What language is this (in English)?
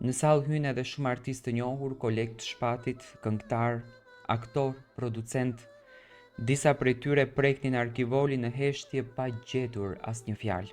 Albanian